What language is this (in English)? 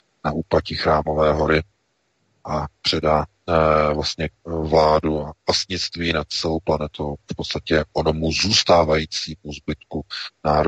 Czech